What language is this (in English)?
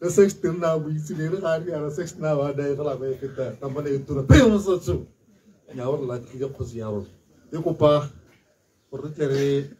Tswana